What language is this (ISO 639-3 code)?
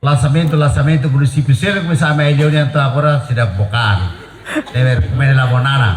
tet